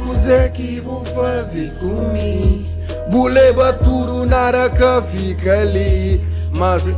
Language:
Kabuverdianu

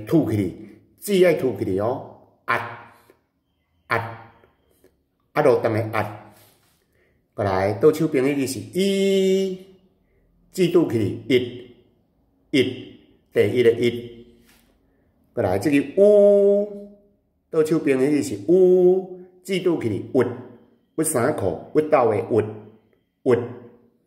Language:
Min Nan Chinese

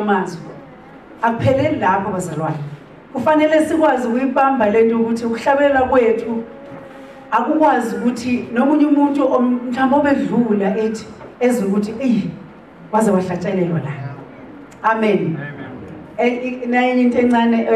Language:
Zulu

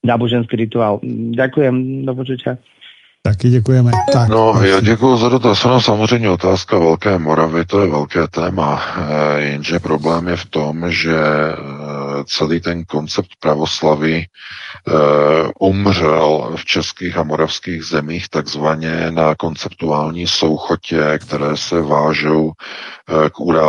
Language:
Czech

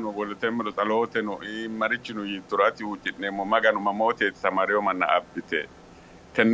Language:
Sidamo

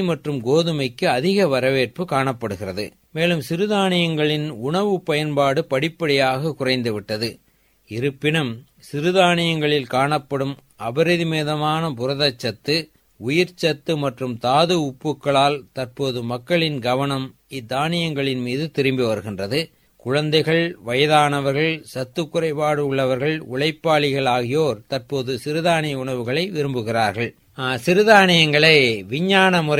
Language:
Tamil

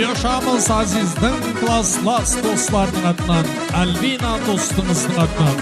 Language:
Kara-Kalpak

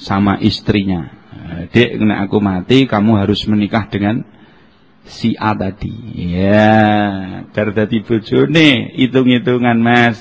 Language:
Javanese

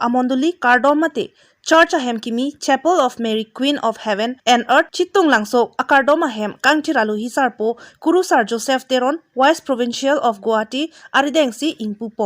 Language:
Karbi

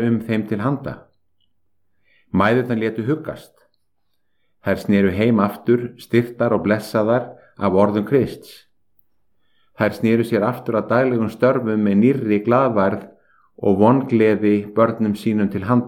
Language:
Icelandic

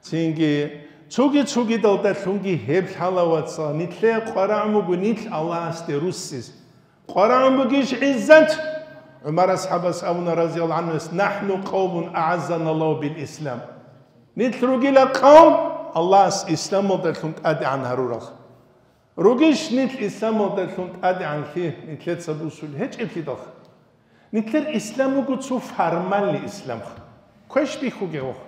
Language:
Avaric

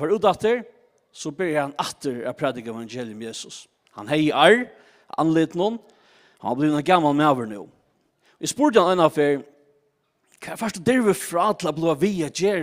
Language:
Faroese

